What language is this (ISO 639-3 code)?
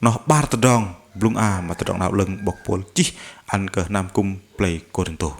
bdq